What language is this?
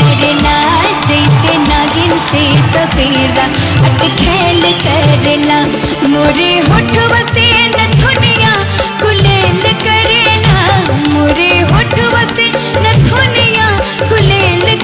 Bhojpuri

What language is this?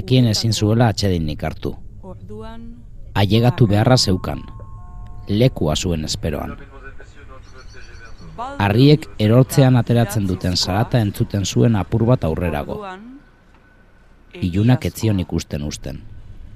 Basque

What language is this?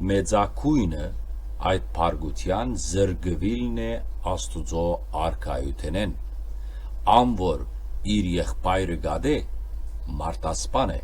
Western Armenian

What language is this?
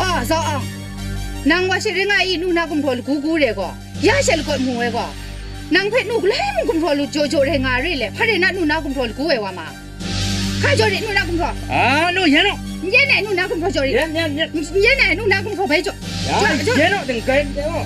Kachin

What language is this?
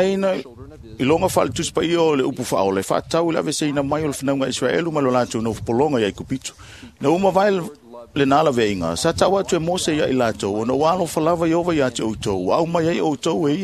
Samoan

